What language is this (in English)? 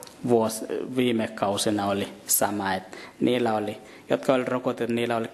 Finnish